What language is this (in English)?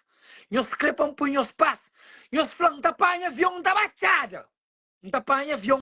Kabuverdianu